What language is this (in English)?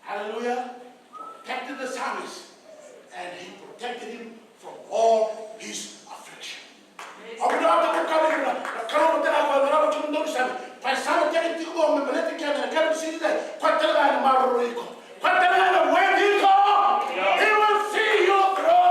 Fijian